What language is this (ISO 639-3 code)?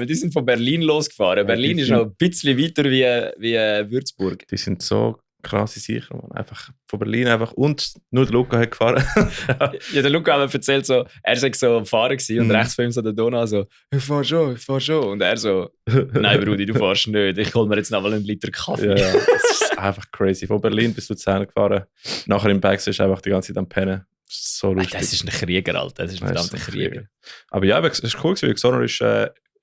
gsw